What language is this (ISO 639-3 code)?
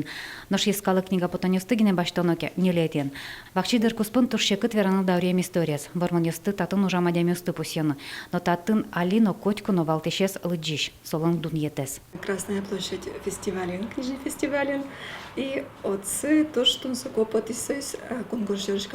udm